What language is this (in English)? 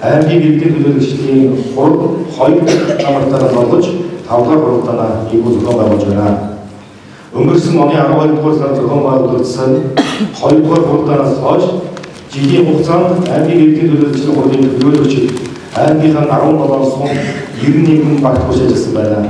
Mongolian